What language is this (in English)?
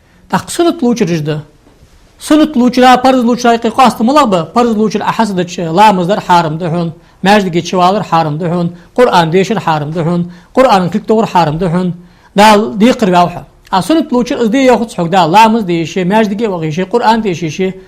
Ingush